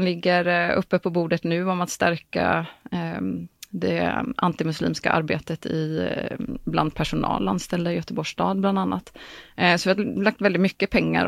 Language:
Swedish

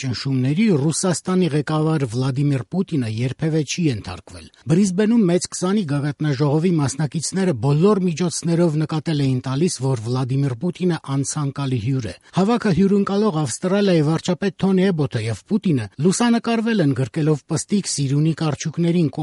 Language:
Armenian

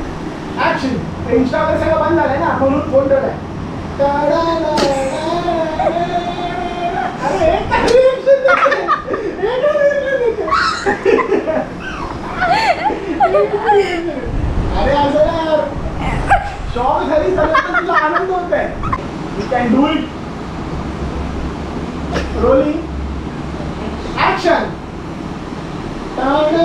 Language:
Marathi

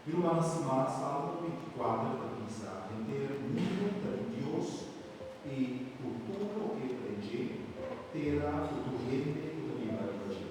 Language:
Papiamento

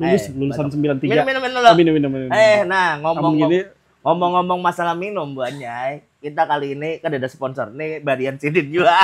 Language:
Banjar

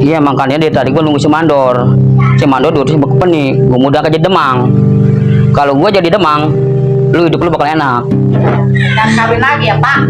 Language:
Betawi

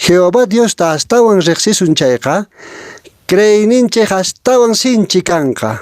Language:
Quechua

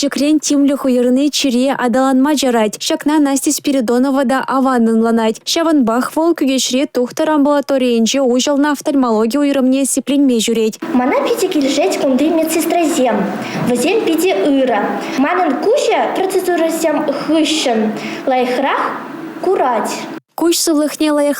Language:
Chuvash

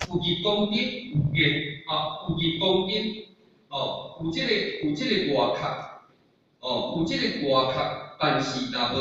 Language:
Min Nan Chinese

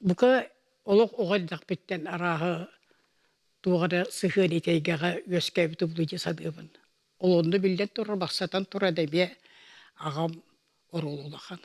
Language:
Yakut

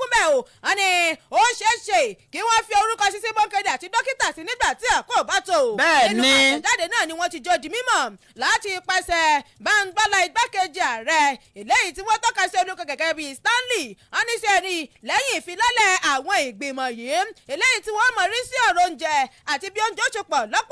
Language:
Yoruba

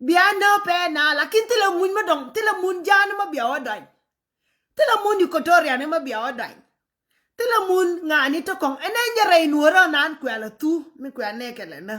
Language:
Nuer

